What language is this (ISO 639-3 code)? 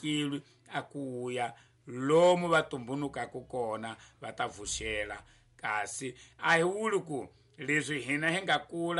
tso